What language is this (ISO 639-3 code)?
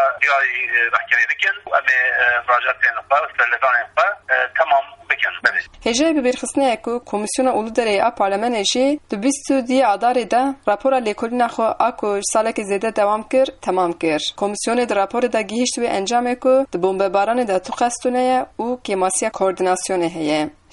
kur